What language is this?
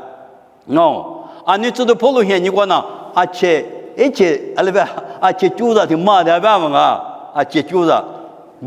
Lisu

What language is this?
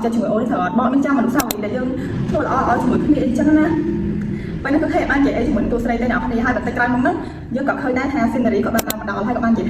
Khmer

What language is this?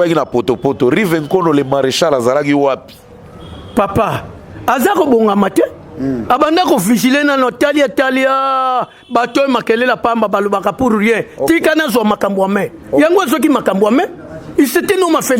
Lingala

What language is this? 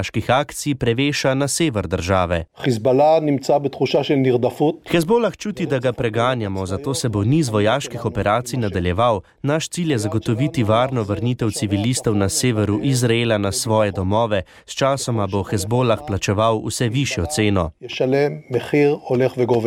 Slovenian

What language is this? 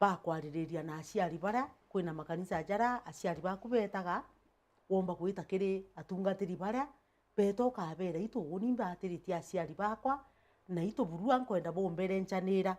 Meru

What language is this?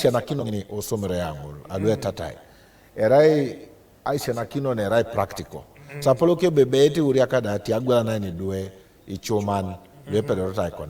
Teso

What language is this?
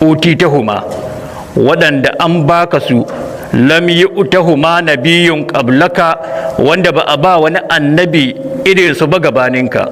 Hausa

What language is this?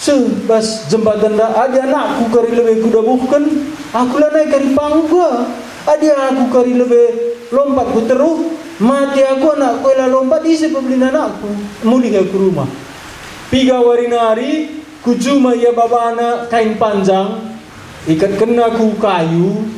Batak Karo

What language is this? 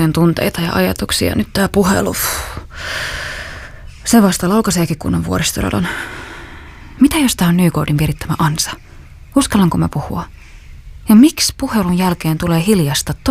Finnish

